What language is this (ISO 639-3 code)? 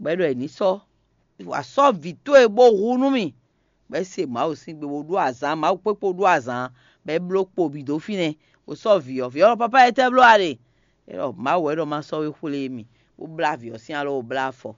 fon